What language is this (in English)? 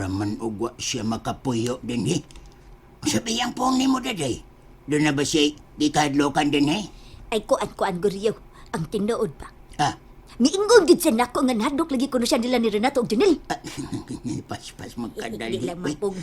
Cebuano